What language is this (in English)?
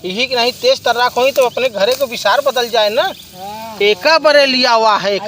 Awadhi